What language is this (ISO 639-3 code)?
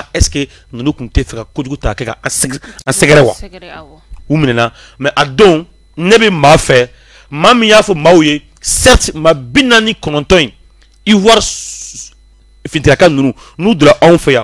bam